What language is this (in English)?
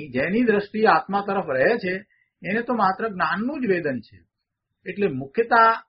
Gujarati